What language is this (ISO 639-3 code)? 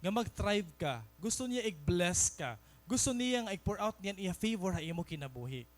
war